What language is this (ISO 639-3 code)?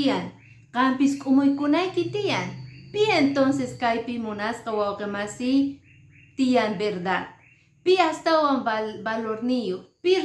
que